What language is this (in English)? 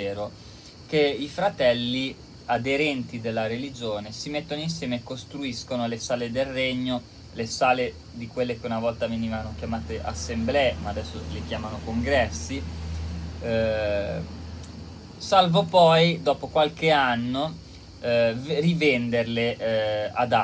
Italian